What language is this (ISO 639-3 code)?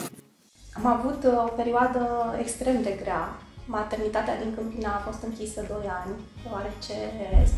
ron